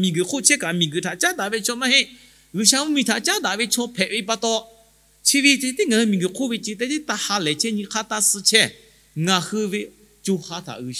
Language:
Lahu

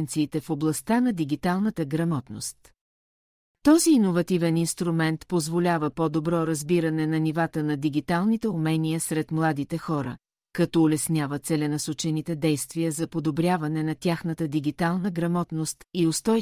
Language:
Bulgarian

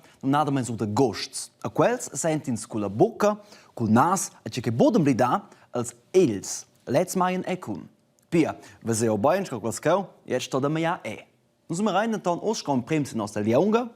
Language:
Romansh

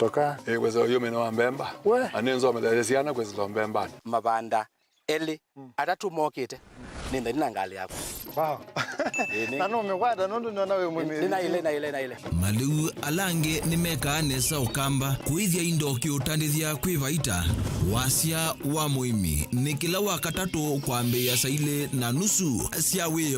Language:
Kamba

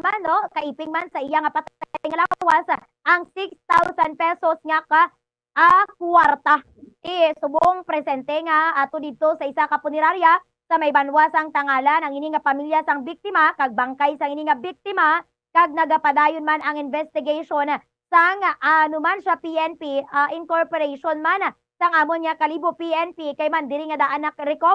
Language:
Hiligaynon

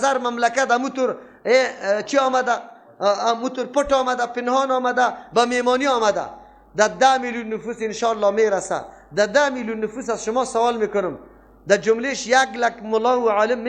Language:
Persian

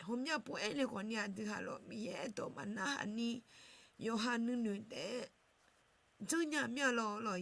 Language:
Akha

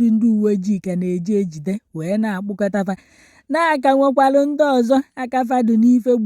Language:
Igbo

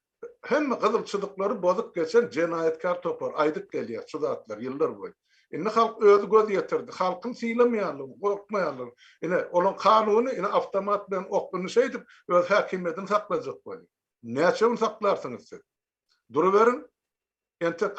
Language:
Turkmen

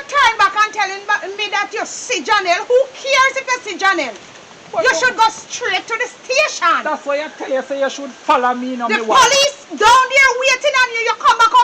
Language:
Jamaican Creole English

